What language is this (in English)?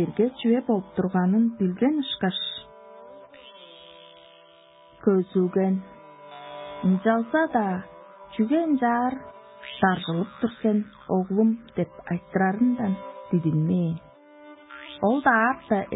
Tuvinian